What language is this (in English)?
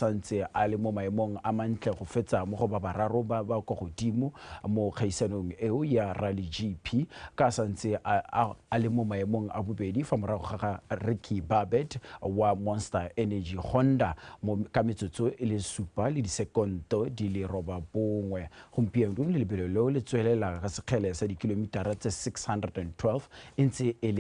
Tswana